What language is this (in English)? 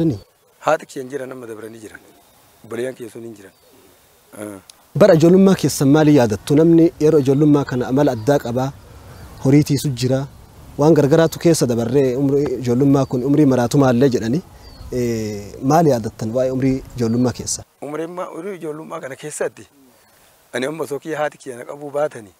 Oromo